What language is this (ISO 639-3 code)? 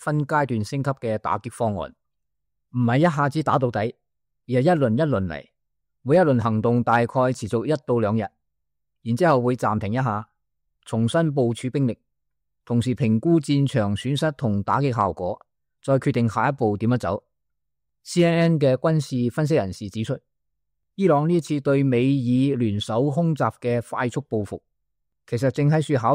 yue